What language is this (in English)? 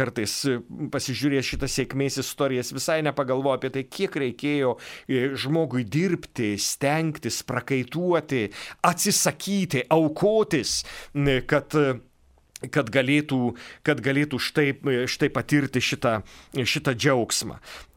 Lithuanian